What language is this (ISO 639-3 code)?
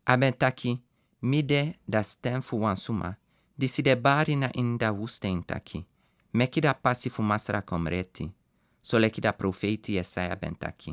srn